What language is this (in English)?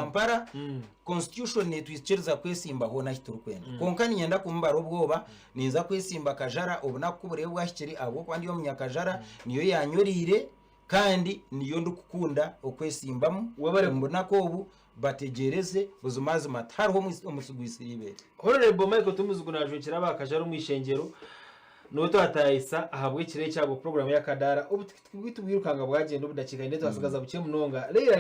Nyankole